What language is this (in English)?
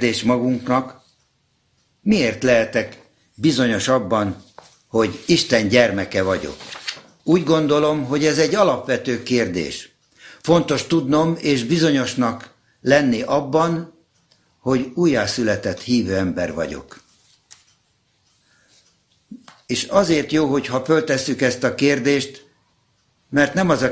Hungarian